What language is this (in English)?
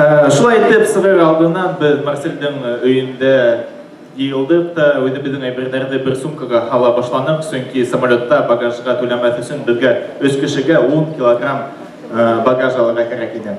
Bashkir